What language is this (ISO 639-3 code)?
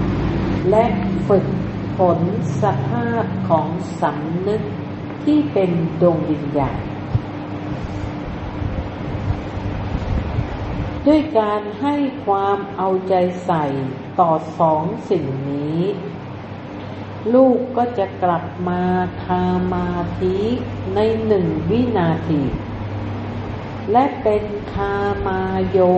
tha